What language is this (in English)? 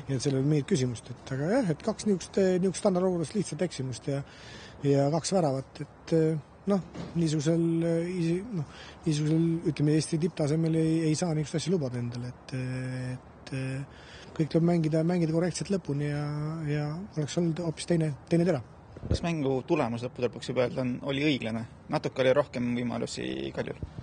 Estonian